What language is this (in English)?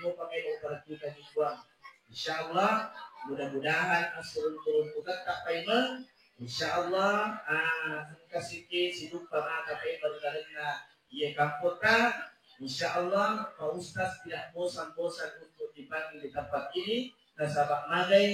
Buginese